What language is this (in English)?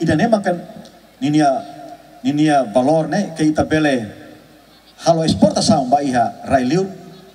Tetum